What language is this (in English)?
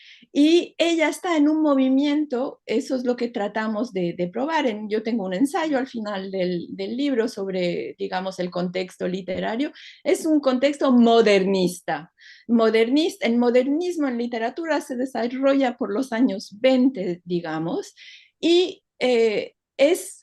Ladino